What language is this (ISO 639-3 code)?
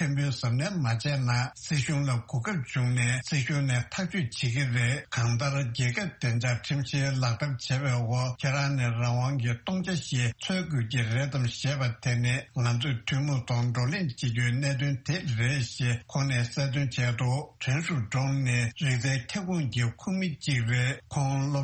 bod